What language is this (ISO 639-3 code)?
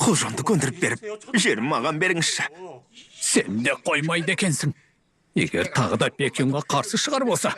kaz